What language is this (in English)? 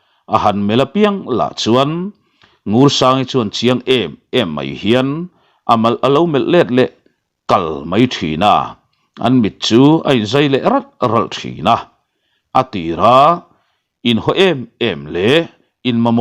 Mizo